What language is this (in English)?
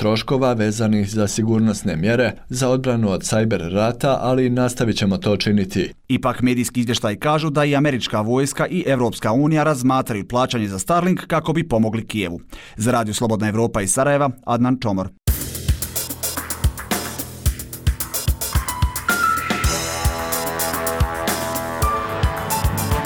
Bosnian